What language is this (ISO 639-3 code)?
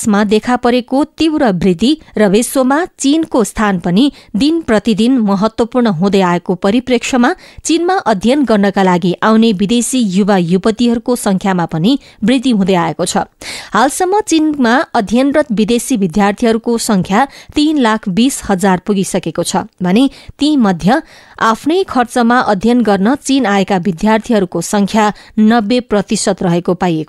nep